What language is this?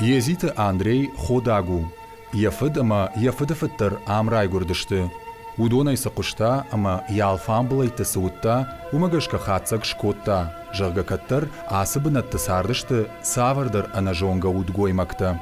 Ossetic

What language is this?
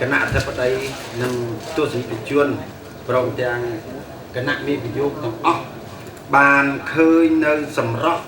Khmer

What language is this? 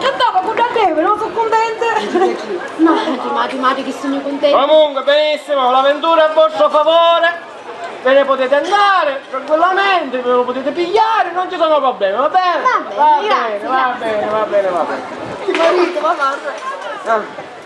Sicilian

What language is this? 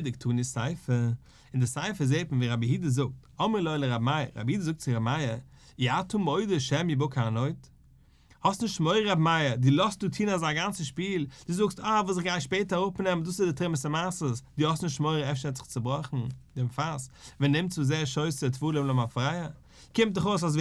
Yiddish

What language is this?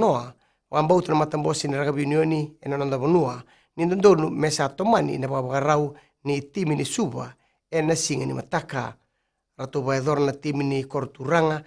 Fijian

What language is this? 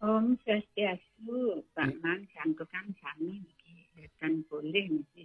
Balinese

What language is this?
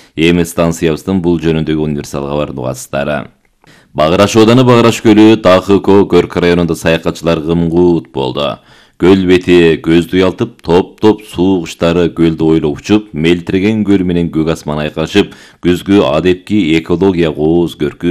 Kyrgyz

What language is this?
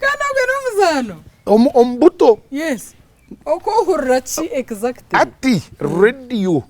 Nyankole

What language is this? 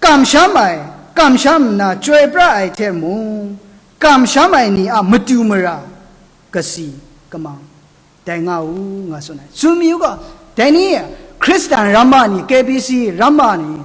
Kachin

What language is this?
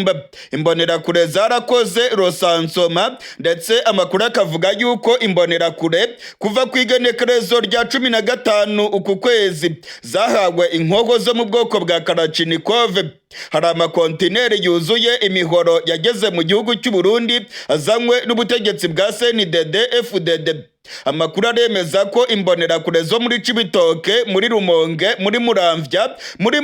Rundi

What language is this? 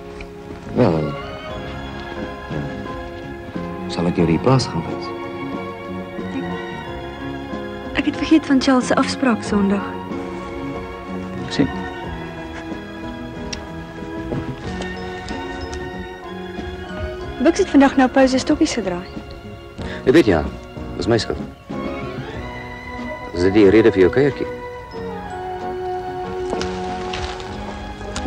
Afrikaans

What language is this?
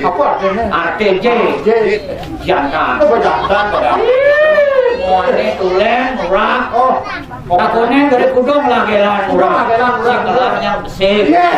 Balinese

